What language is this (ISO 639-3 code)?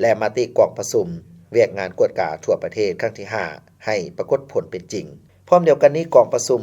lao